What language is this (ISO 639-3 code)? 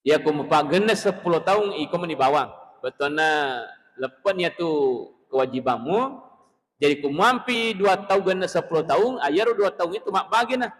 bug